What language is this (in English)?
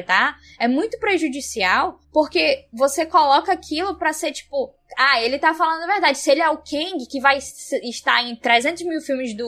Portuguese